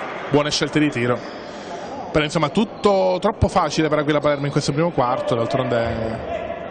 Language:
Italian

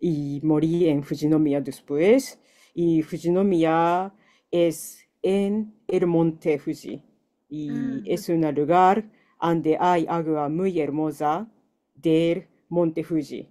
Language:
Ladino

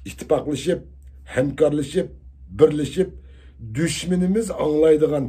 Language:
Uyghur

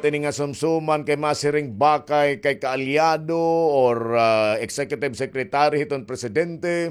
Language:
Waray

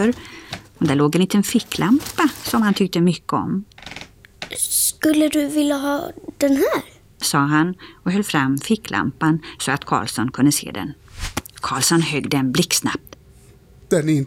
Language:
Swedish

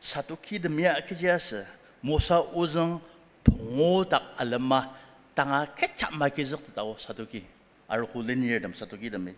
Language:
Ao Naga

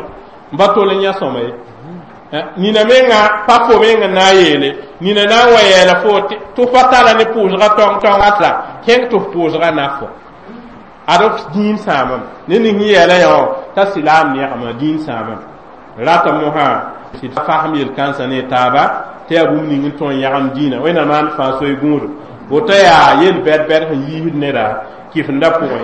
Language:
Mossi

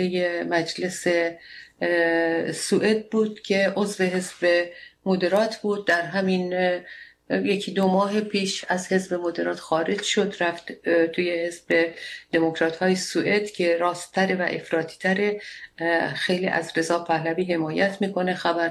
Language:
Persian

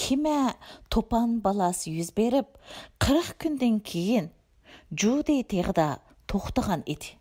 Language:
Uyghur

